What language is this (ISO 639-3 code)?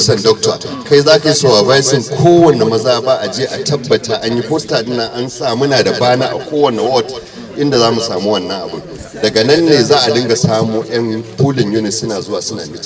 hau